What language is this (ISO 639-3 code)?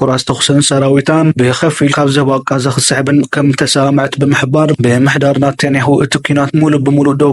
tir